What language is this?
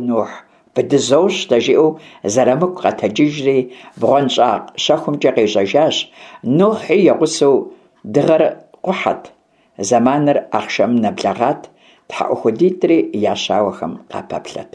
Kabardian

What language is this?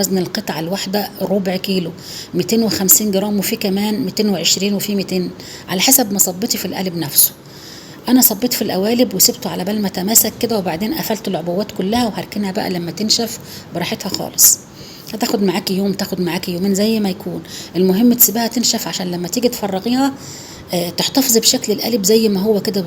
Egyptian Arabic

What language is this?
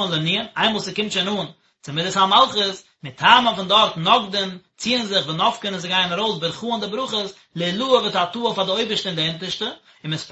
Yiddish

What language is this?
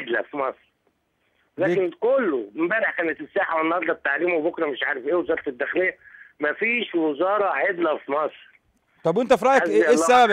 Egyptian Arabic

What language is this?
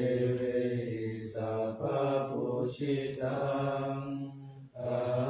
Pali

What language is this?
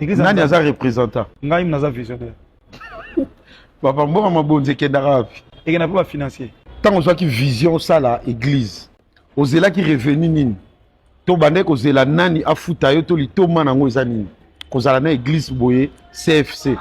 Lingala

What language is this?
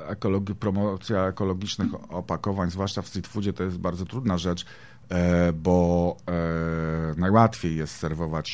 Polish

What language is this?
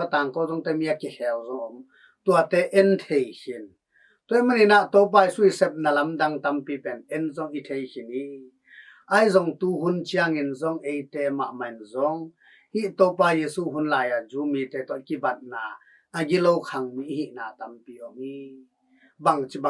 Tedim Chin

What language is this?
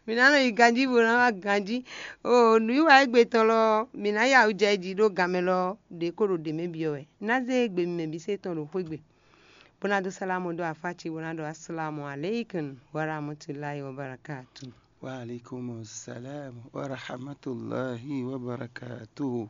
Fon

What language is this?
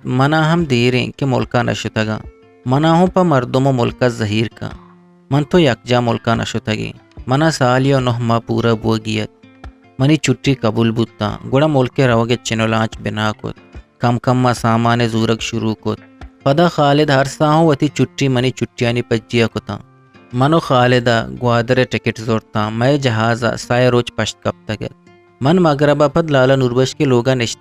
Eastern Balochi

